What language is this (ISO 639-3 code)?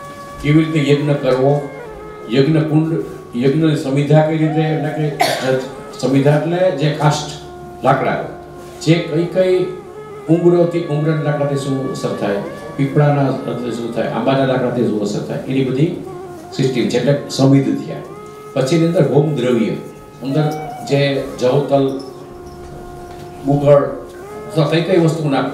guj